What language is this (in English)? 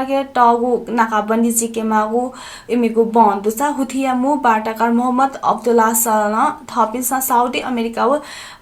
Newari